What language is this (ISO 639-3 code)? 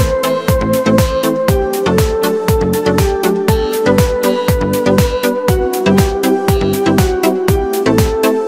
kaz